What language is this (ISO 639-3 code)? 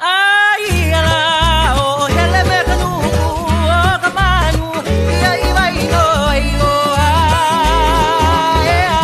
haw